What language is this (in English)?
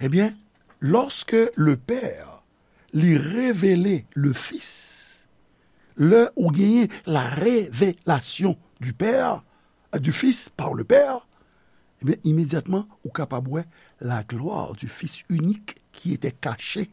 Haitian Creole